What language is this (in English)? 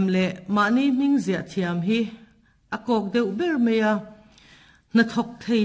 Mizo